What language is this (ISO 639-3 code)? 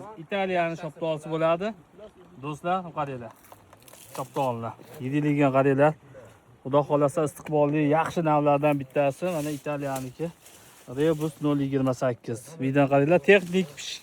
uzb